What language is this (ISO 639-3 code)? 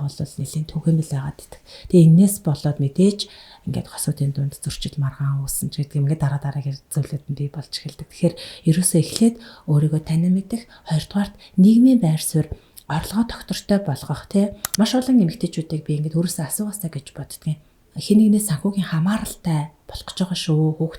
mon